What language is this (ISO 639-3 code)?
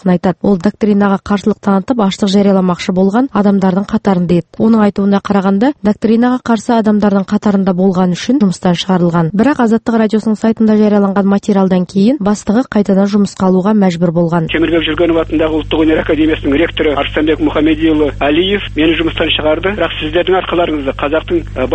kaz